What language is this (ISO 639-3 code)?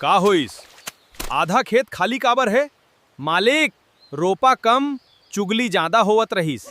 hne